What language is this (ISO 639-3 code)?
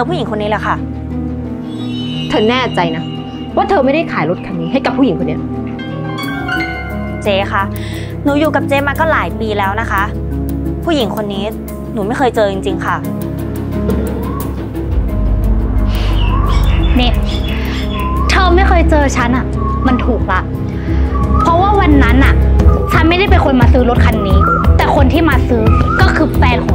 tha